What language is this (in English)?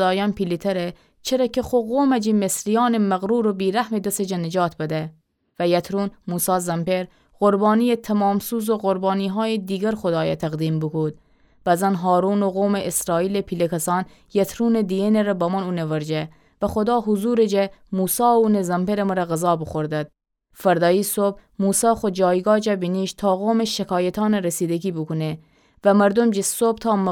Gilaki